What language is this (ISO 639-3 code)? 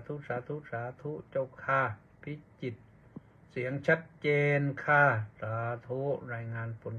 tha